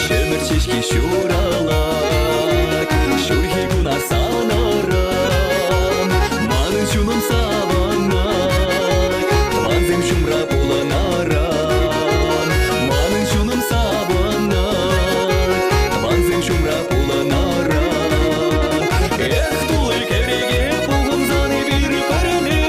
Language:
Chuvash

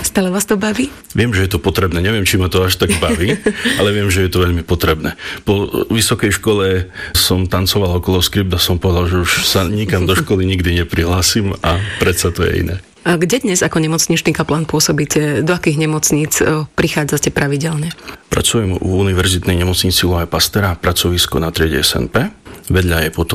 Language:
Slovak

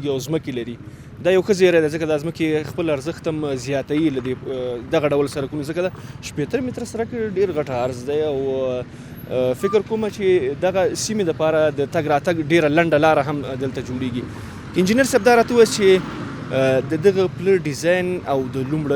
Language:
Pashto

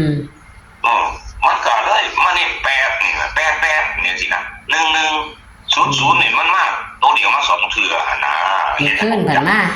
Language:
Northeastern Thai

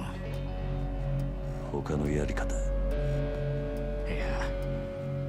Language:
Japanese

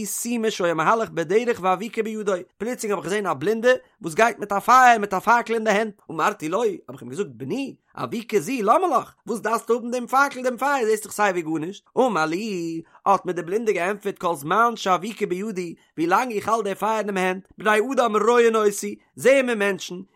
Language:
Yiddish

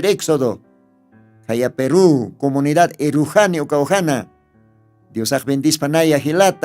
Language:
Aymara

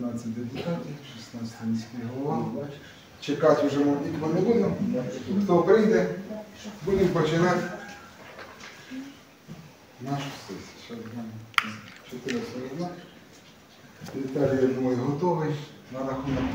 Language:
Ukrainian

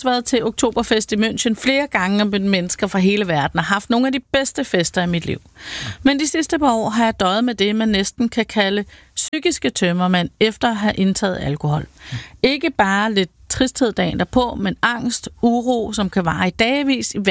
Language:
Danish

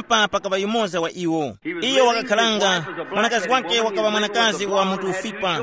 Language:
Tumbuka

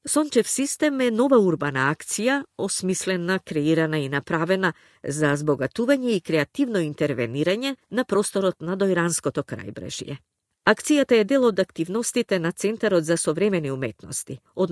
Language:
Macedonian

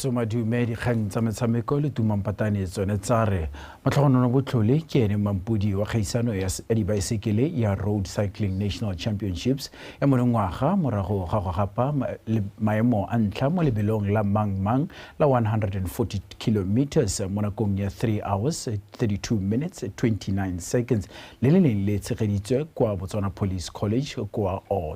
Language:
Tswana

